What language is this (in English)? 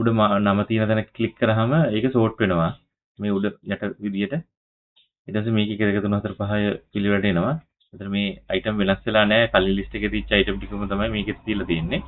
Sinhala